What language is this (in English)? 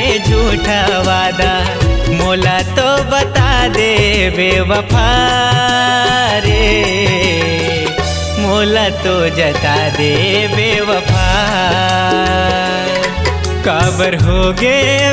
Chhattisgarhi